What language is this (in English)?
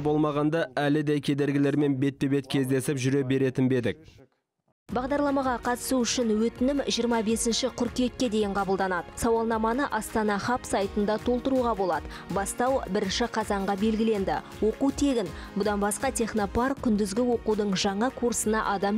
Kazakh